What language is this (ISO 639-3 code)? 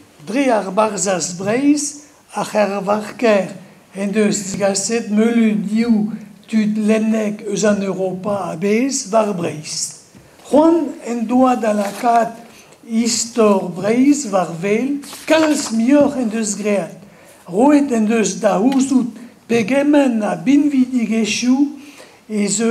bre